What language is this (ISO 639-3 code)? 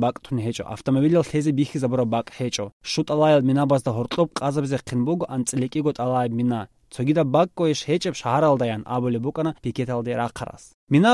ava